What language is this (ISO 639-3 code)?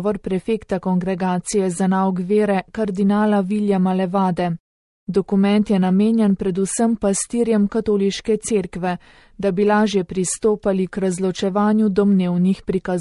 slv